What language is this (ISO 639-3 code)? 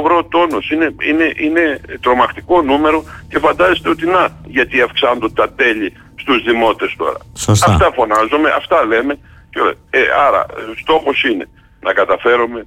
ell